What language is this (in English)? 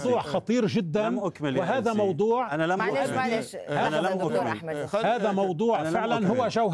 Arabic